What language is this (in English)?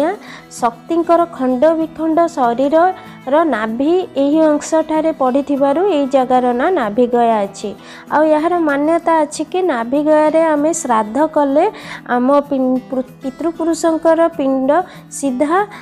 Odia